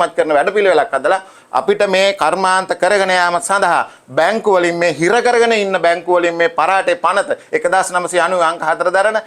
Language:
Sinhala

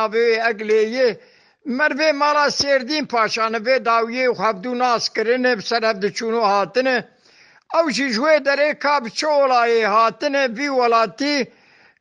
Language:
Kurdish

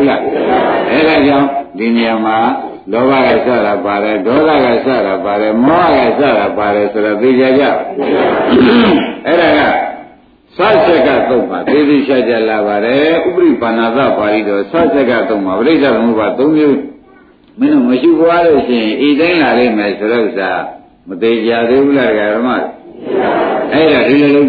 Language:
Burmese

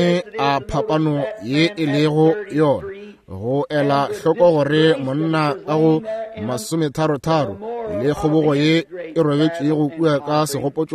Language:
Northern Sotho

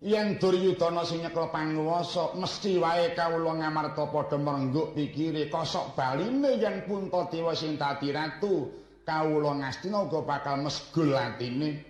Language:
Javanese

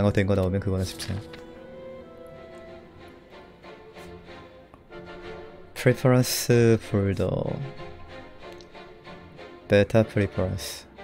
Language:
Korean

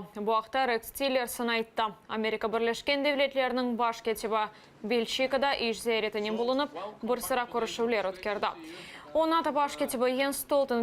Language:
Crimean Tatar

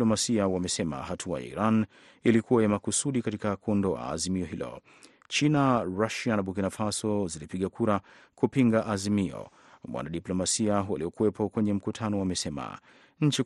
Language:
Swahili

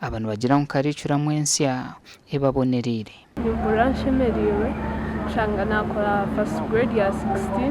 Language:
Nyankole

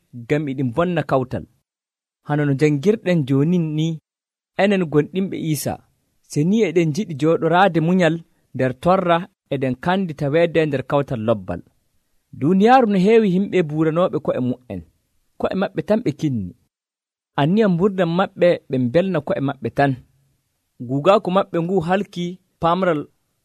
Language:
Nigerian Fulfulde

